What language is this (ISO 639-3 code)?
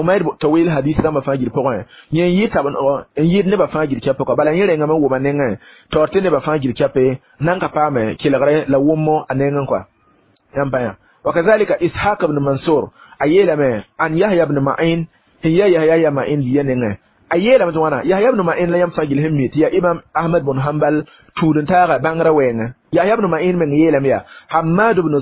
mos